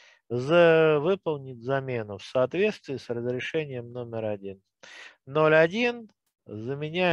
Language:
Russian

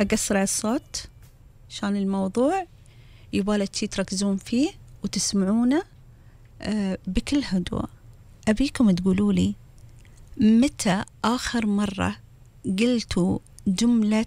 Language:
Gulf Arabic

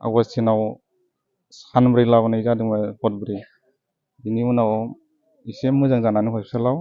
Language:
Bodo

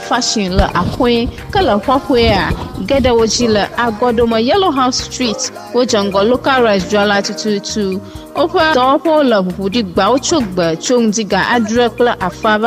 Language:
Ewe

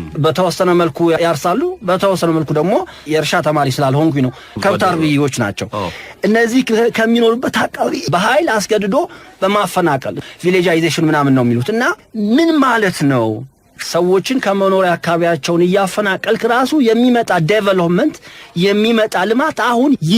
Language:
Amharic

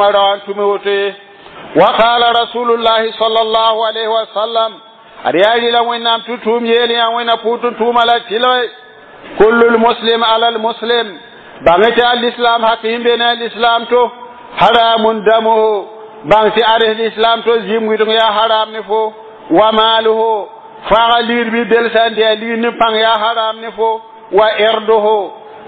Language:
Mossi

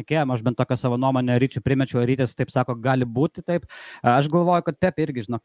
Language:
Lithuanian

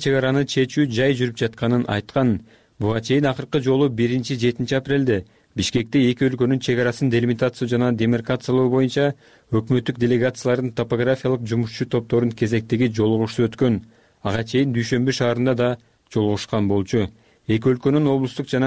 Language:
Kyrgyz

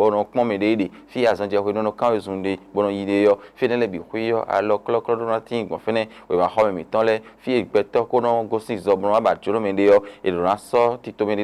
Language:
Fon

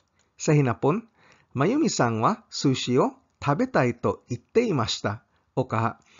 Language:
Cebuano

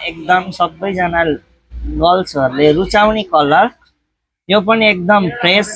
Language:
Nepali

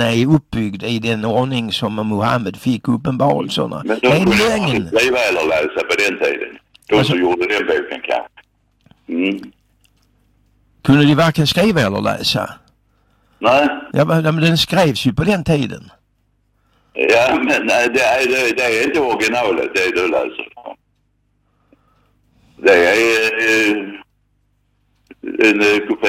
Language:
Swedish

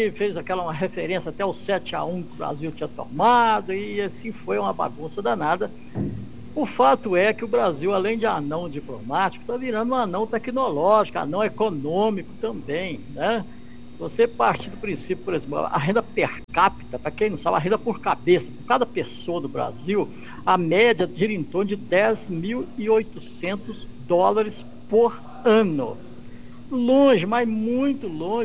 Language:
Portuguese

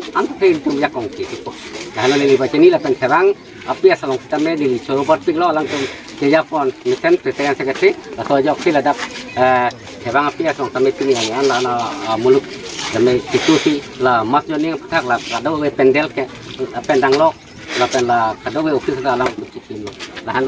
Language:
Karbi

